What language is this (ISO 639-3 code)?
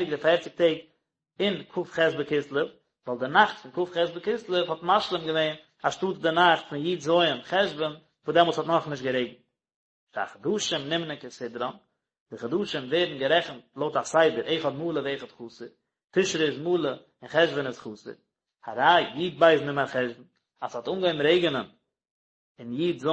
yid